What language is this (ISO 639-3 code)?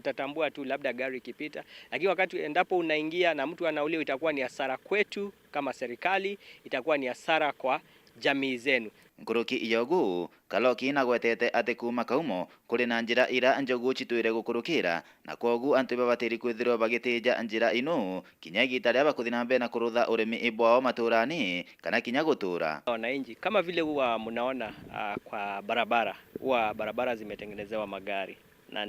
mer